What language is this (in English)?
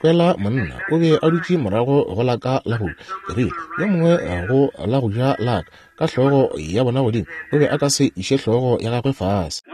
Northern Sotho